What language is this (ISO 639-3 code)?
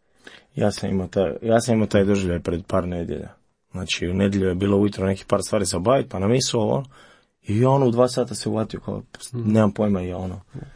hrv